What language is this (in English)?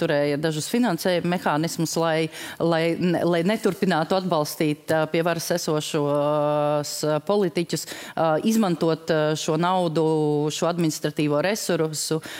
Latvian